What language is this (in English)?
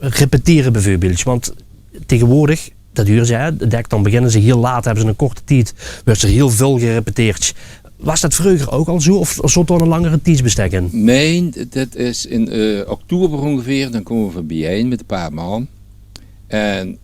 Limburgish